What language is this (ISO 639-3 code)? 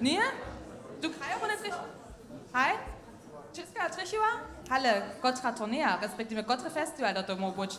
hsb